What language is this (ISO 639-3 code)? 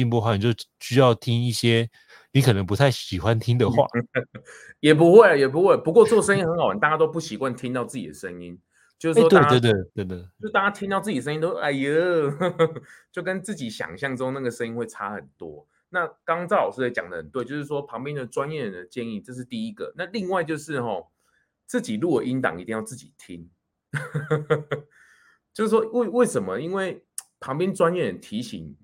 zho